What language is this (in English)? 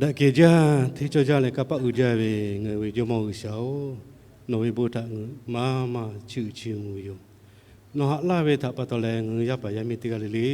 Lahu